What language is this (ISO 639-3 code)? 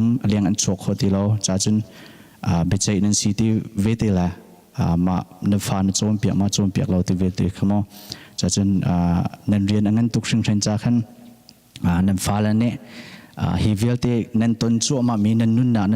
cnh